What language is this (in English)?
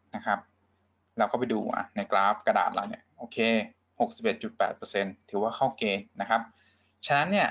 Thai